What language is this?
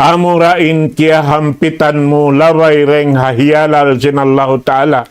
Tausug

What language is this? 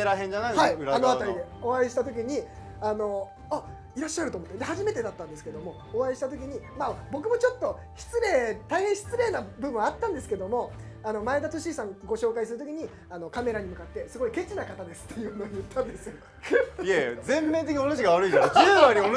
Japanese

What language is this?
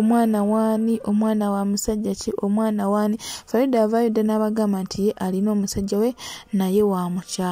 Ganda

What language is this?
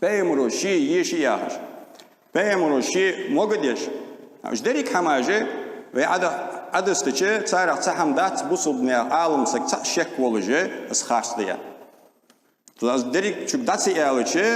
Ingush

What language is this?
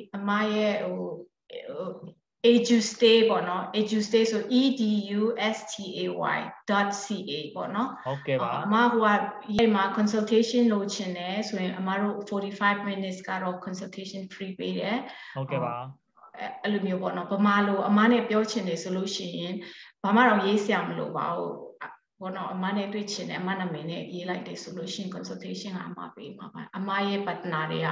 Burmese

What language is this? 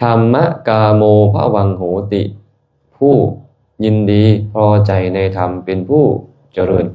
Lao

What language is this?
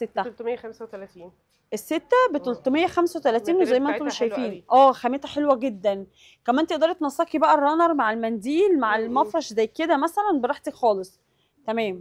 Egyptian Arabic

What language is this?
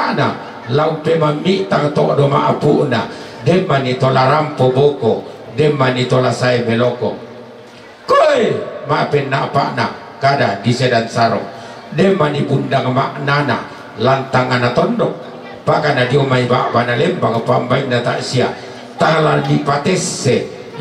Toraja-Sa'dan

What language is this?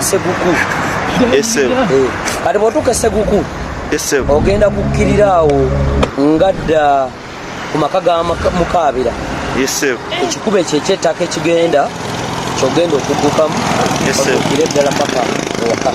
Ganda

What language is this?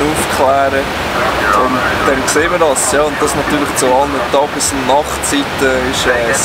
Swiss German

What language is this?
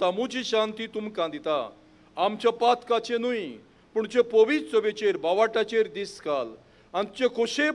Konkani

